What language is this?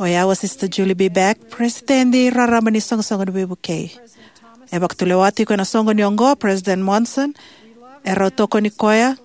Fijian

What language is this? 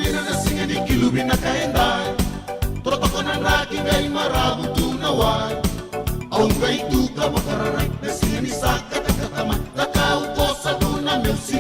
Fijian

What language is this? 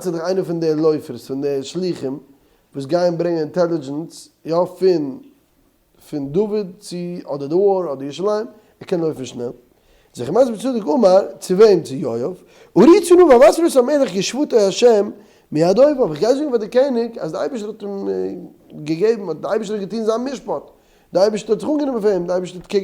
Yiddish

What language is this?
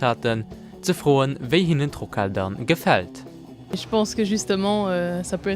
Luxembourgish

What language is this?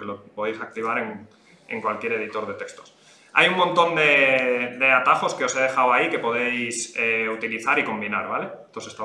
Spanish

